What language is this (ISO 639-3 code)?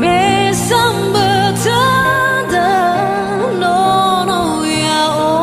nia